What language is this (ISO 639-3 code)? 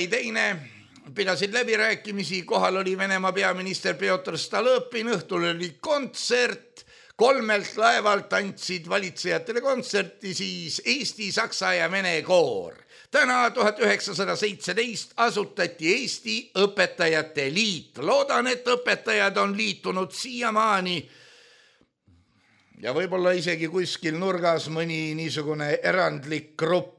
est